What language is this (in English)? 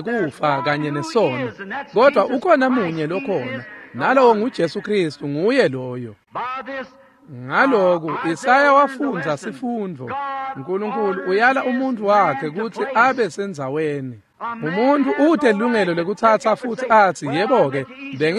Swati